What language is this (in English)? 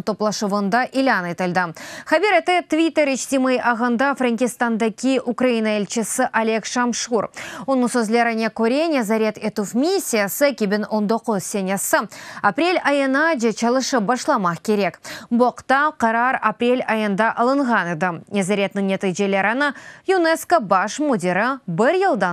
Crimean Tatar